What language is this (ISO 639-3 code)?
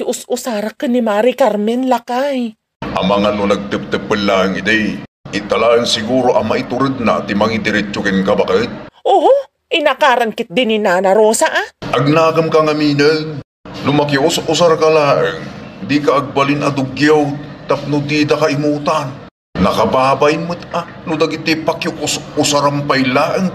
ilo